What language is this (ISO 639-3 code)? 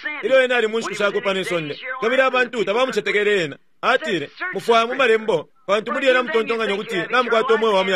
bem